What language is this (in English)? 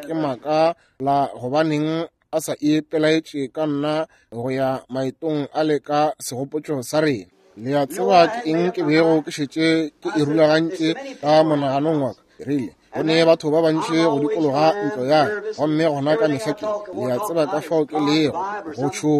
Northern Sotho